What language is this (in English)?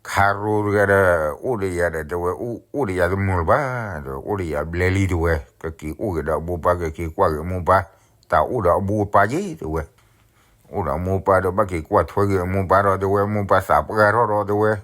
S'gaw Karen